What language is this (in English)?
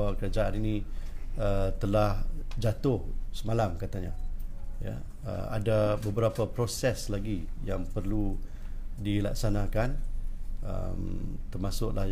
Malay